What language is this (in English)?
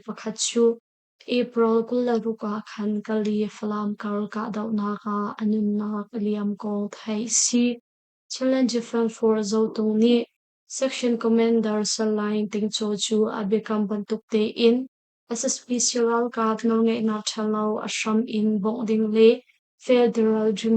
Hakha Chin